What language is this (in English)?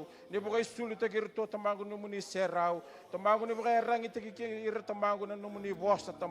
Fijian